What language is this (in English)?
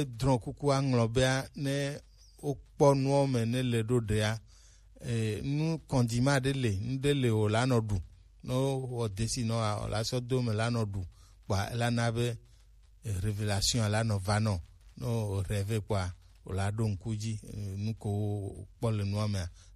Gen